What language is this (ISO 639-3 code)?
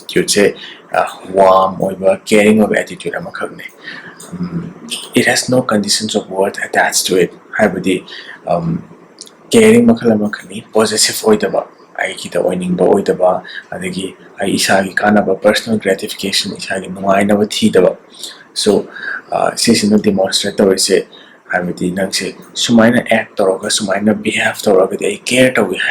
mni